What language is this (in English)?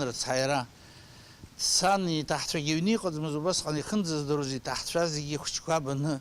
Abkhazian